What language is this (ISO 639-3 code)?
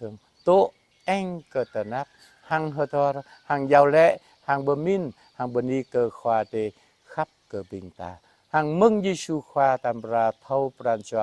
jra